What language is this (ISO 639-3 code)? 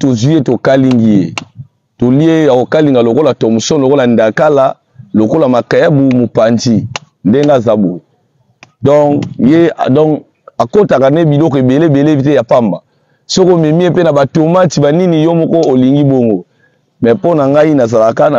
lin